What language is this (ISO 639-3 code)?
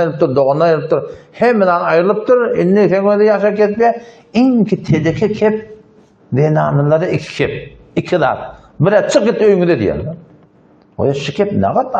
tuk